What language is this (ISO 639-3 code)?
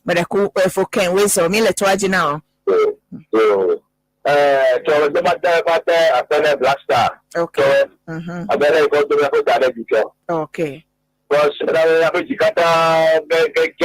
ewe